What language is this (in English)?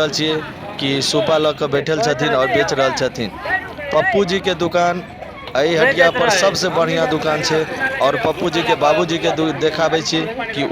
Maithili